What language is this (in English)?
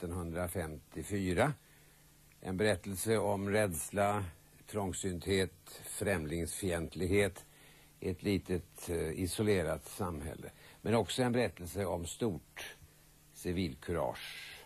Swedish